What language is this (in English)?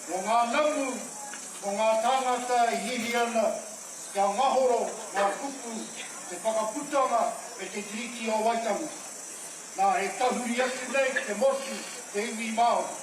Māori